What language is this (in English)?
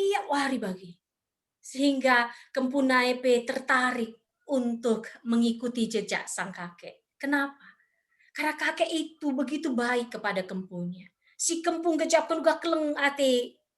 Batak Karo